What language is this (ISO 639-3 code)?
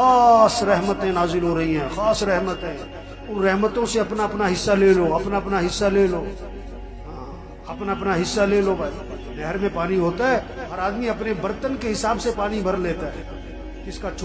urd